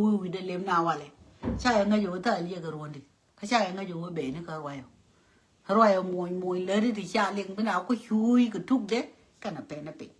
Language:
Nuer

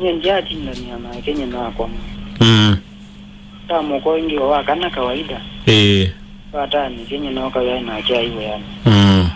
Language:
Kamba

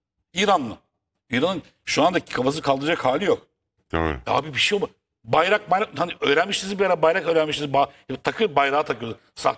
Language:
Turkish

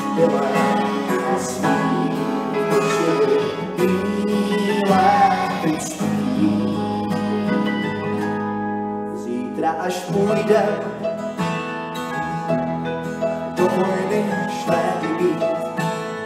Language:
Czech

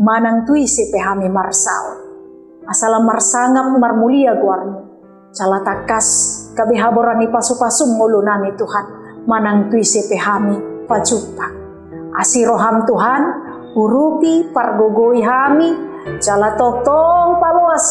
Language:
Batak Toba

